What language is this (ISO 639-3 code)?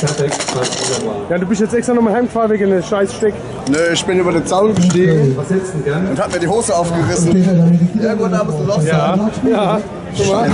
pfl